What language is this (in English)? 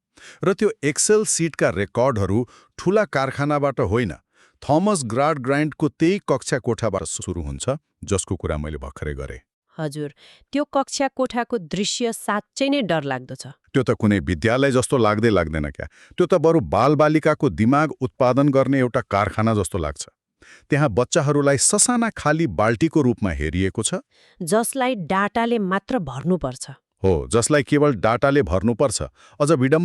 Nepali